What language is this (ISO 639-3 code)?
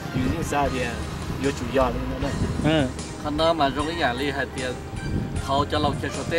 hmn